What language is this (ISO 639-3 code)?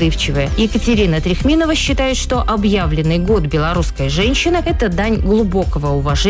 rus